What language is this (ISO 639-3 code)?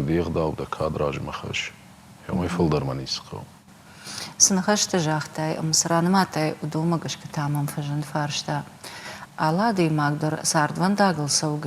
oss